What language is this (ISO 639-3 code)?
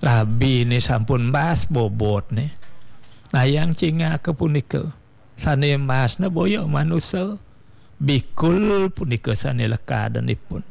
ban